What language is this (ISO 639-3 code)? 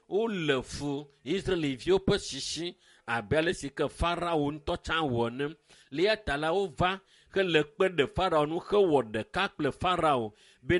ewe